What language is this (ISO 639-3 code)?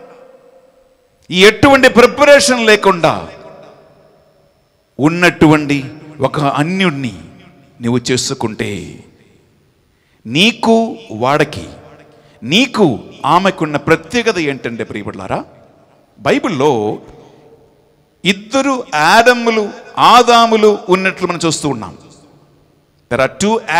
tel